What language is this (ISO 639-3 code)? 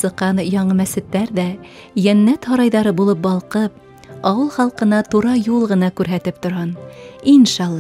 bak